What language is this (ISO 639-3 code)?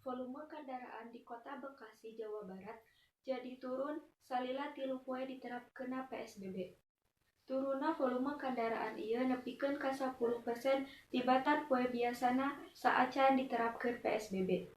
sun